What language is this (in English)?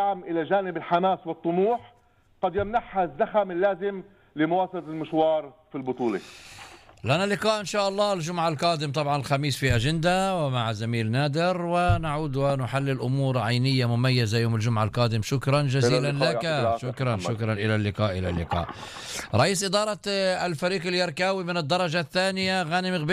North Levantine Arabic